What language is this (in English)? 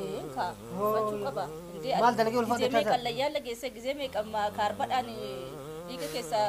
Oromo